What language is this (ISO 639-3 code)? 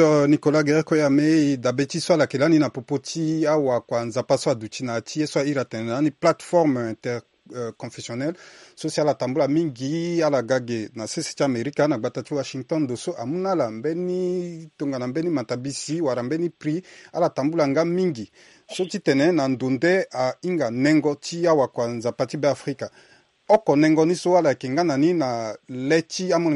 sag